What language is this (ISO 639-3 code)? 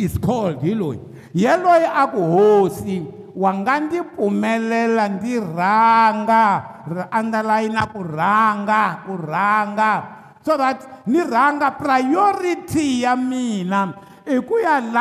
tso